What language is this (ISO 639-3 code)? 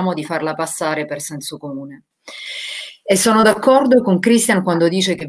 ita